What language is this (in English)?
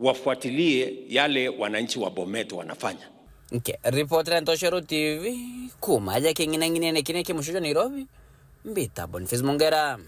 Meru